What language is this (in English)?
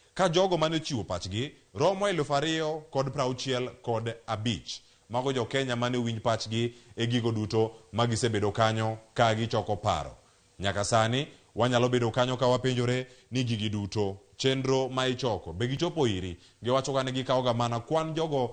Luo (Kenya and Tanzania)